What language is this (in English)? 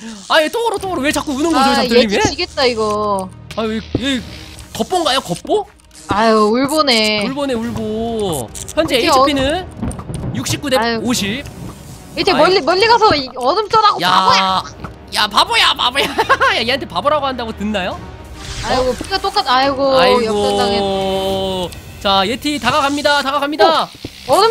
Korean